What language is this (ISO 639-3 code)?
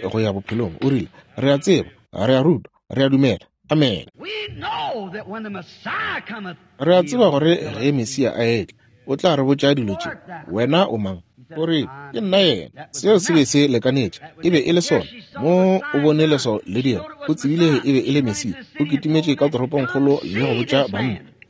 nso